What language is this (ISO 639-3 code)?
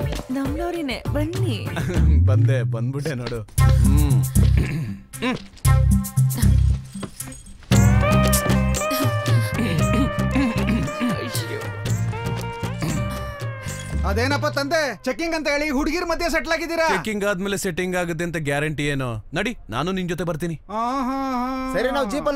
kan